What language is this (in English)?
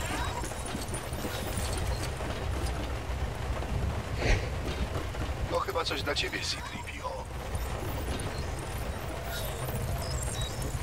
Polish